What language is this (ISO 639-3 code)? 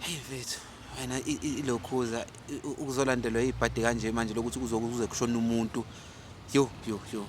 zul